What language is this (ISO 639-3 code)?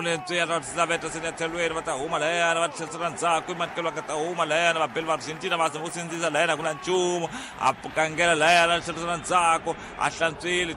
tso